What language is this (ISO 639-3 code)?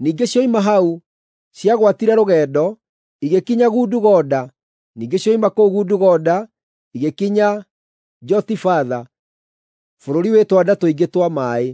kik